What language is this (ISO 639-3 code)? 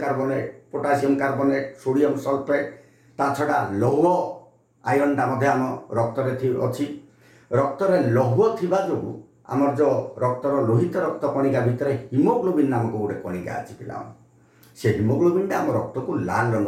ori